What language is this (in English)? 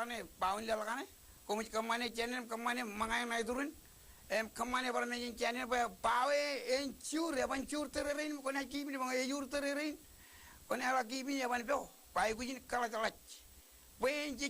Marshallese